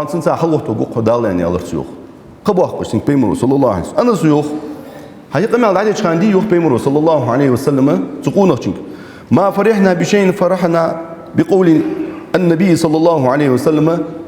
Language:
Ingush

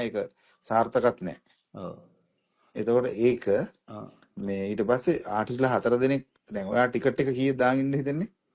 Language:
Sinhala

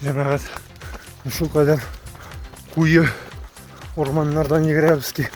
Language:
Tatar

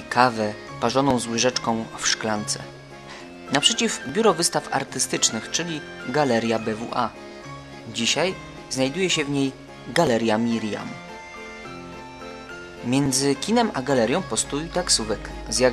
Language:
Polish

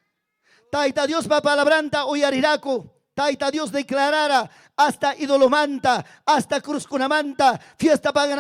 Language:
Ayacucho Quechua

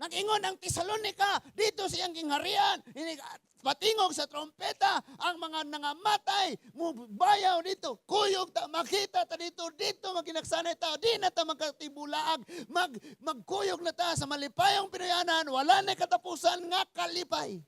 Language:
Cebuano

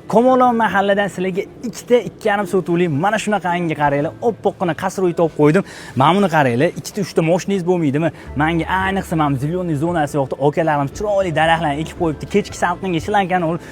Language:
Uzbek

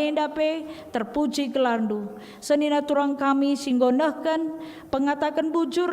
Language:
Batak Karo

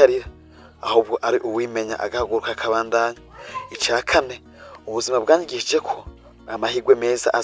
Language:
Rundi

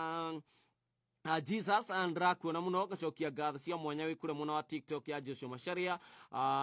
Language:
Kikuyu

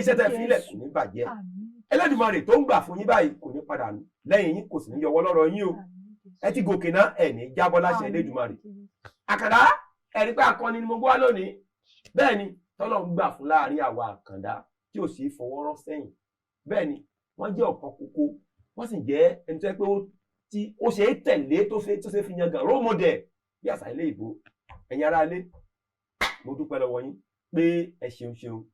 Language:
Yoruba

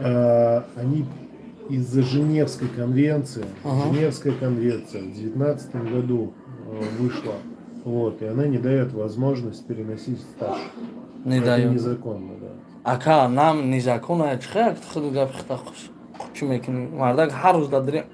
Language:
Tajik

